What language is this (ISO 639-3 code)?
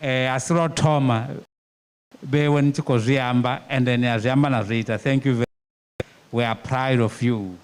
ven